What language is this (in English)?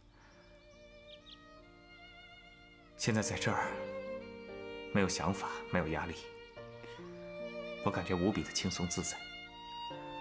Chinese